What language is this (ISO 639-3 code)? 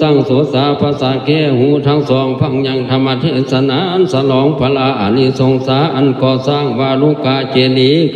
lao